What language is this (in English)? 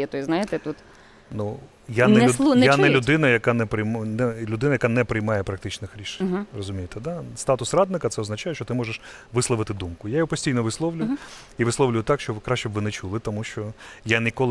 Ukrainian